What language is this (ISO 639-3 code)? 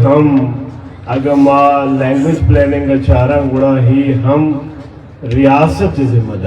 bgp